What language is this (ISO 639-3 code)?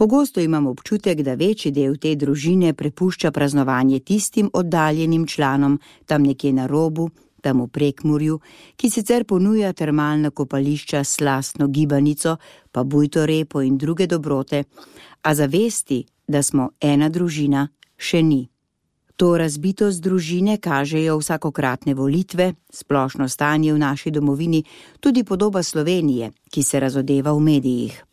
slv